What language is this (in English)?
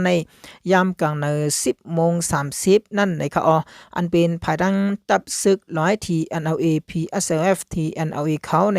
Shan